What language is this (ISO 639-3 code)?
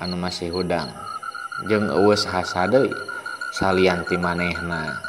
sun